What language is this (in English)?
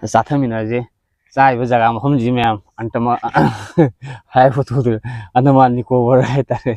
Manipuri